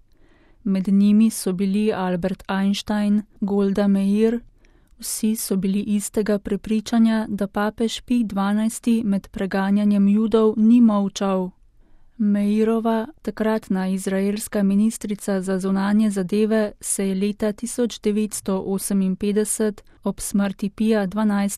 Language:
Slovenian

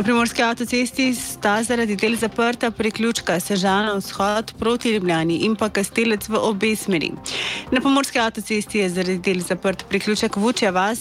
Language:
Slovenian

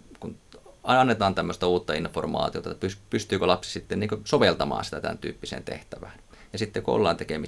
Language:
Finnish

